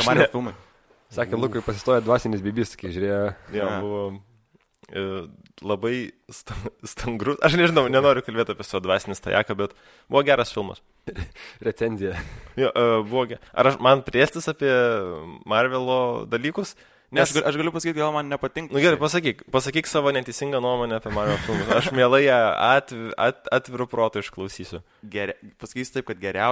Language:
Lithuanian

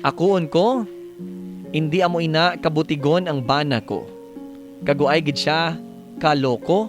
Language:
Hiligaynon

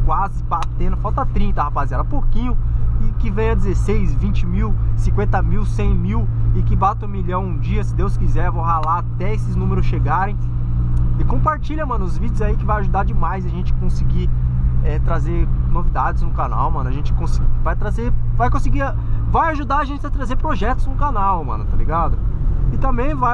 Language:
Portuguese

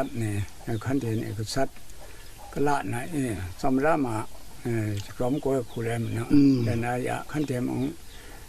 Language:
Kachin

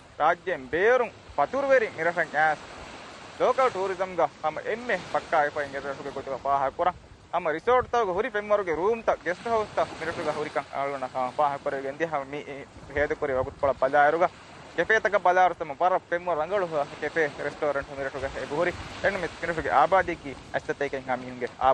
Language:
Divehi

